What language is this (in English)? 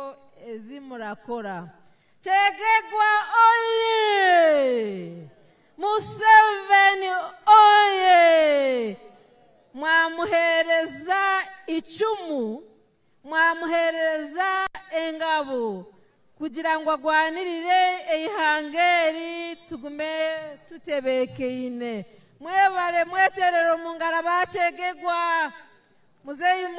Nyankole